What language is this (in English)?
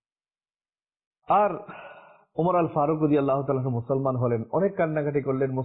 Bangla